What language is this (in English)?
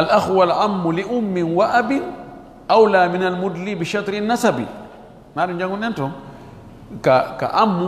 Fula